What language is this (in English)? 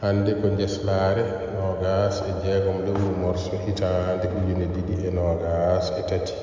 Fula